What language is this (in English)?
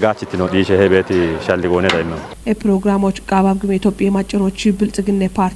Kafa